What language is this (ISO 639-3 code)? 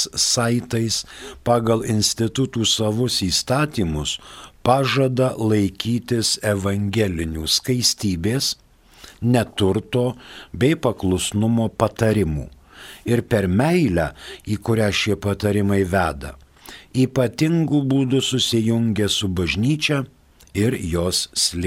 lit